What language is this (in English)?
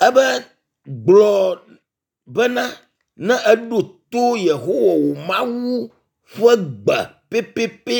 Ewe